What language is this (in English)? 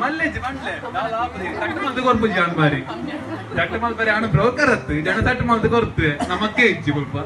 Tulu